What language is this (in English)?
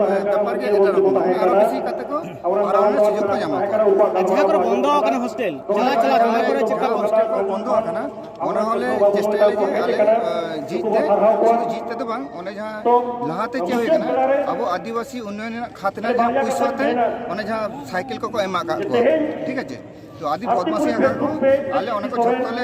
Santali